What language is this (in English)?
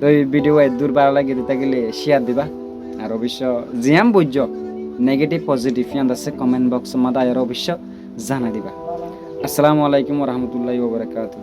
Rohingya